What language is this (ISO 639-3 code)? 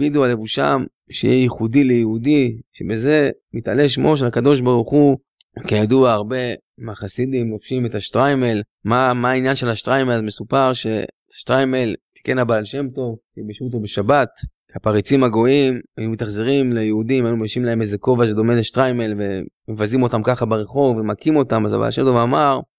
heb